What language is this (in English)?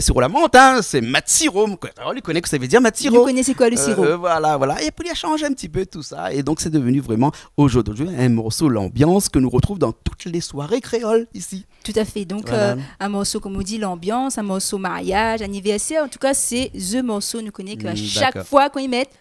Réunion Creole French